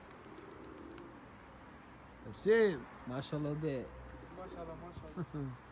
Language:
Turkish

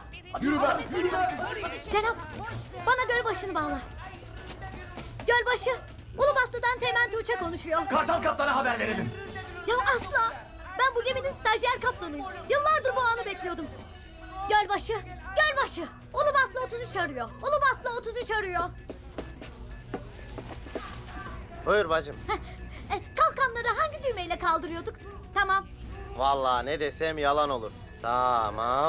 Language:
Turkish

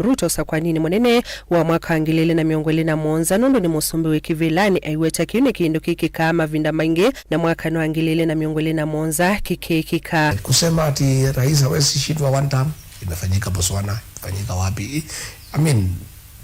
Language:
Kamba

